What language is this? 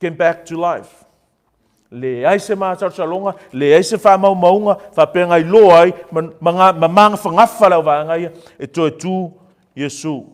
Samoan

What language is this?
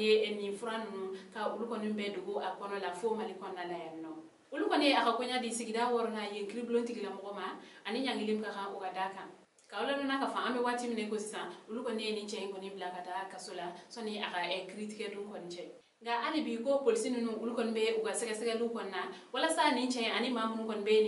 Bambara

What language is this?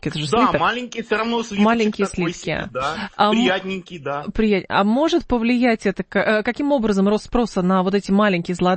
Russian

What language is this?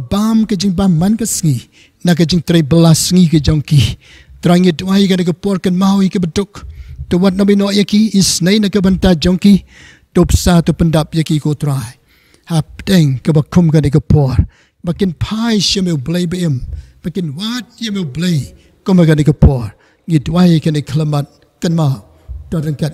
Khasi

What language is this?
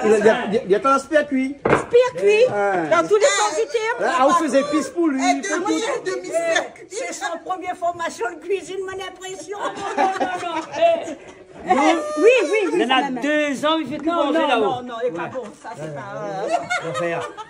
Réunion Creole French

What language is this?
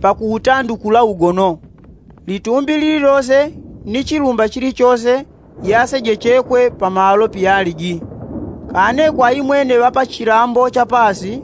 Yao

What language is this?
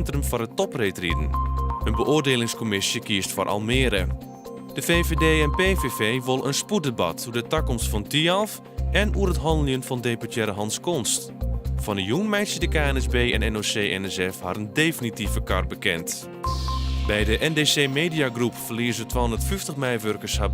Western Frisian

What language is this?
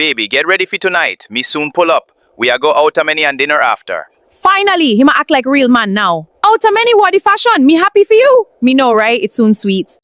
Jamaican Creole English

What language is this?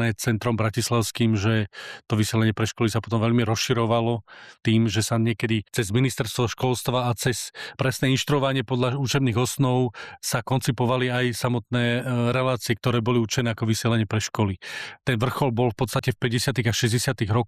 Slovak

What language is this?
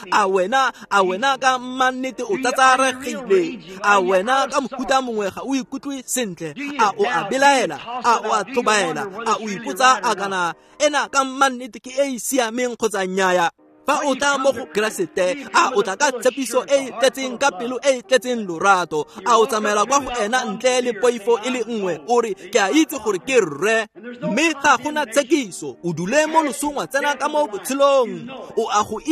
Tswana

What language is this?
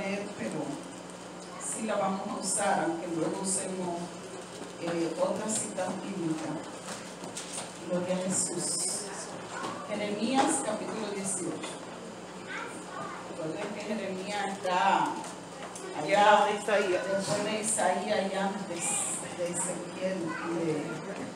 Spanish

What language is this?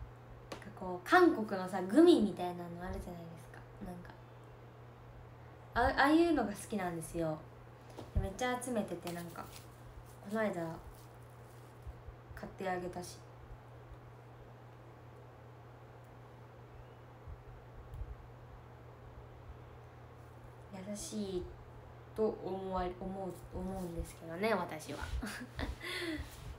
Japanese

